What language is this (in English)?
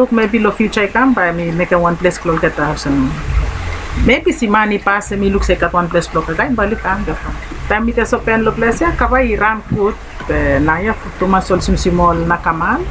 Bislama